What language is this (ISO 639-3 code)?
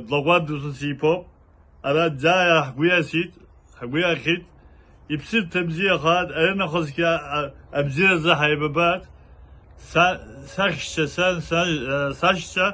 abk